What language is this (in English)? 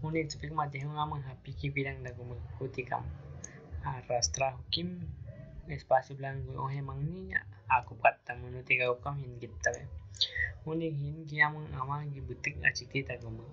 Aguaruna